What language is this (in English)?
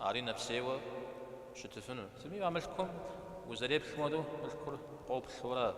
Kabardian